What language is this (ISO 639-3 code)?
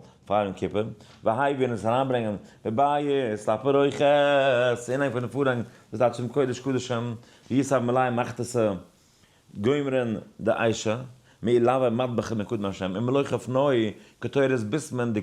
yid